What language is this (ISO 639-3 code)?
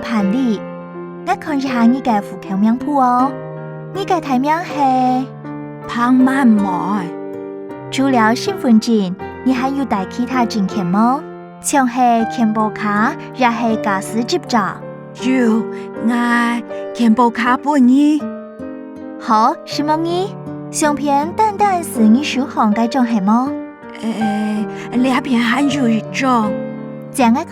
hak